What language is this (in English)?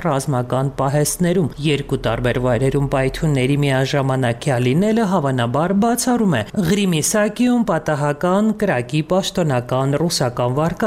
Armenian